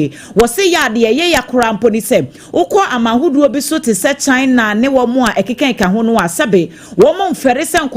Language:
Akan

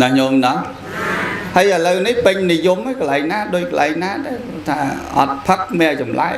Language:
Khmer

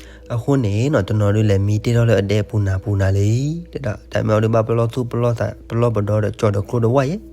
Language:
S'gaw Karen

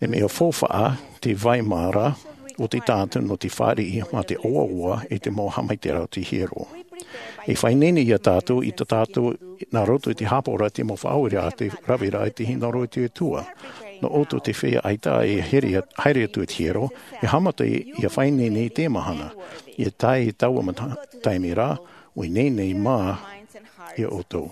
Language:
Tahitian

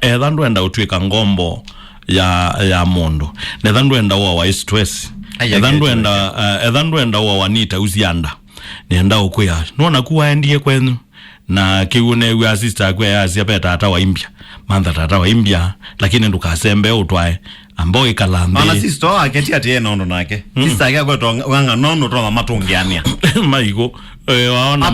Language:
Kamba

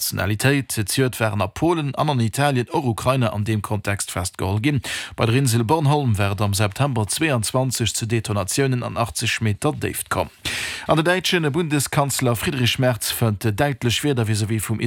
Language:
Luxembourgish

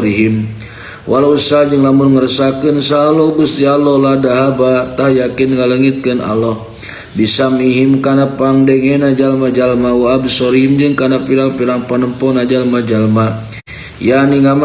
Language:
Sundanese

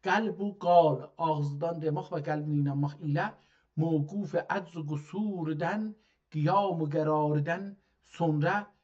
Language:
South Azerbaijani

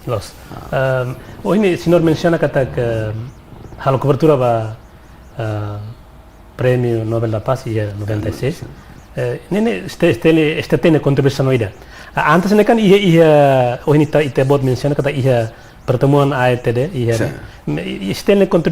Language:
Tetum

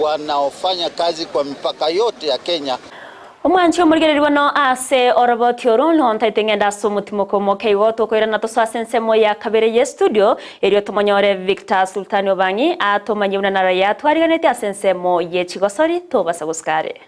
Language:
Gusii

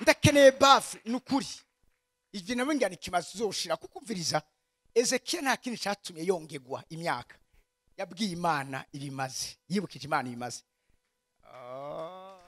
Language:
Rundi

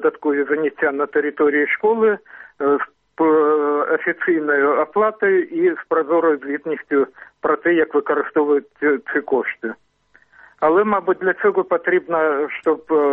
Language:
Ukrainian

